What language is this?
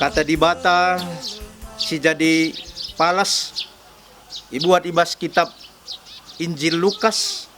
Batak Karo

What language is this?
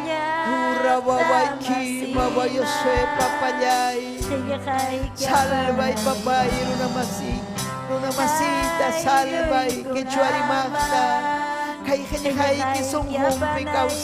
Ayacucho Quechua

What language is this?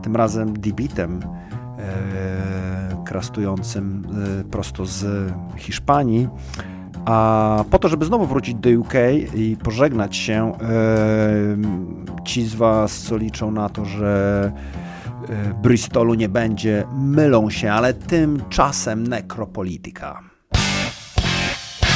Polish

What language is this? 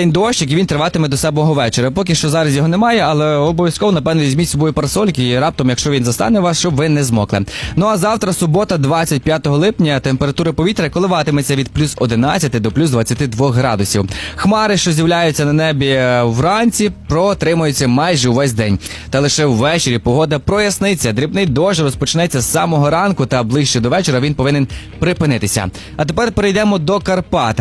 Ukrainian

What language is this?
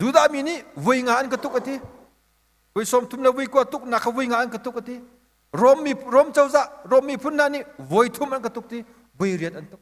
Hakha Chin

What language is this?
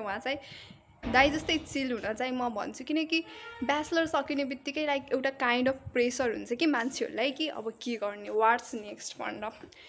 Nepali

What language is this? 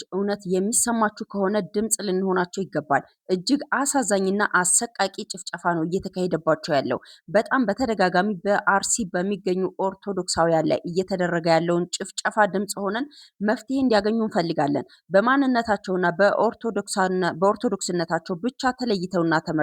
Amharic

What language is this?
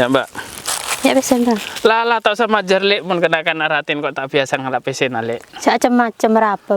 Madurese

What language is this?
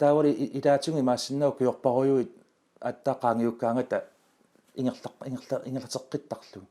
Kalaallisut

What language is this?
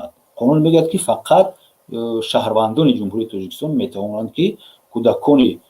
Tajik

